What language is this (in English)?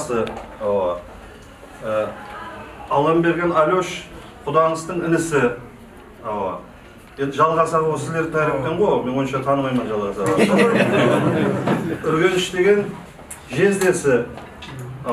Kara-Kalpak